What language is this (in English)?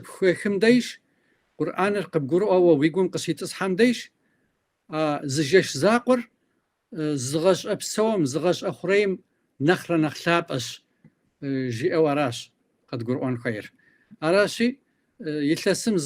Kabardian